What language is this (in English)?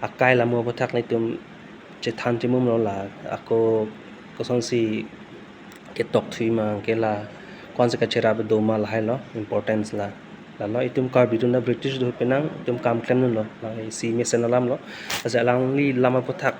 Karbi